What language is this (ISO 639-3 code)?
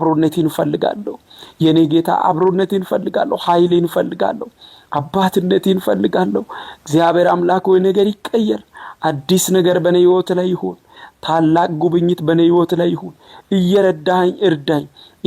amh